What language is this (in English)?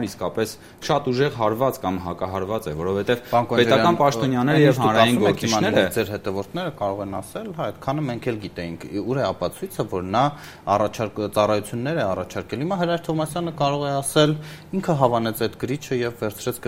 Armenian